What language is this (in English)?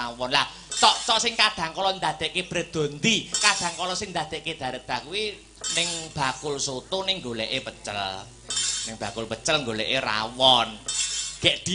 Javanese